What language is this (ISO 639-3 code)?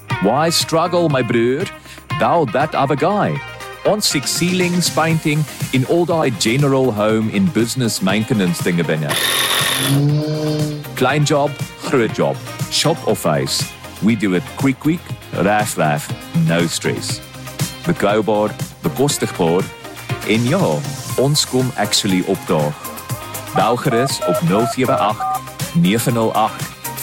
afr